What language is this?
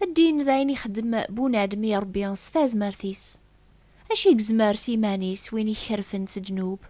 Kabyle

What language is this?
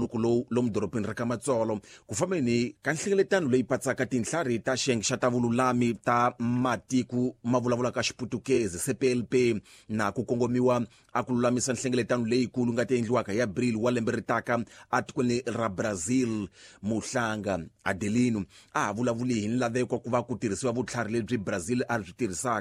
Tsonga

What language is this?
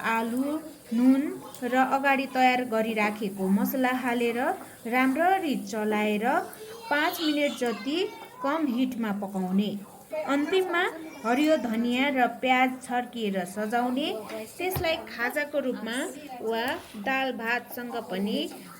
Nepali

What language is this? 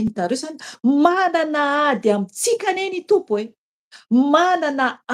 Malagasy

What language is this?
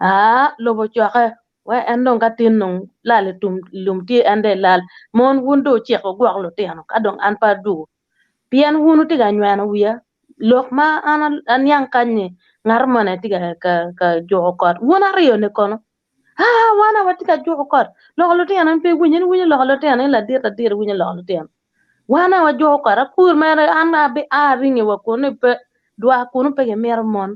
Acoli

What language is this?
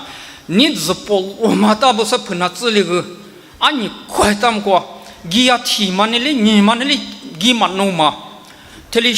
Lisu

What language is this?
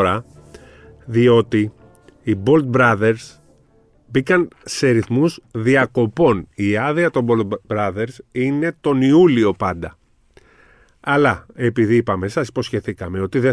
Greek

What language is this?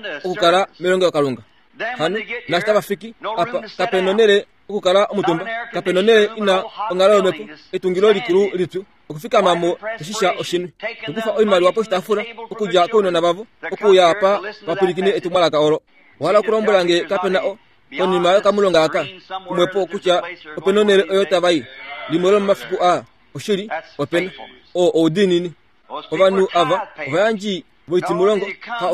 Kuanyama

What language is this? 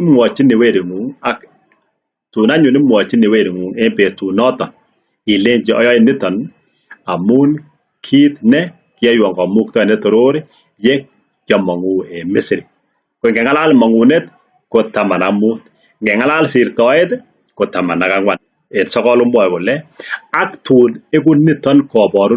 Kalenjin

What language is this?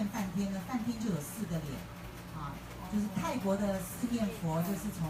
Chinese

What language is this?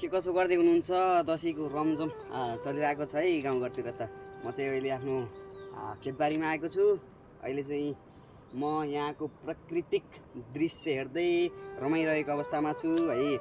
Nepali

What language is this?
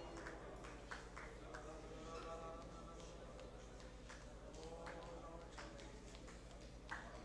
Malayalam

